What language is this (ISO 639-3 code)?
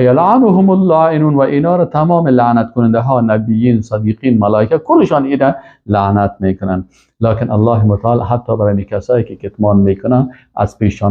fas